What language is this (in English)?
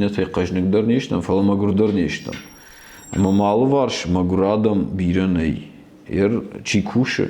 Ossetic